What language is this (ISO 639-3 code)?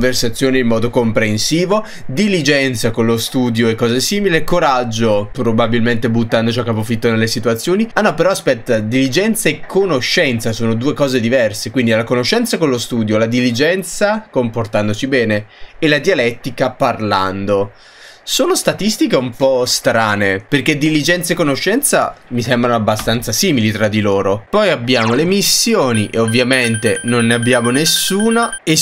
ita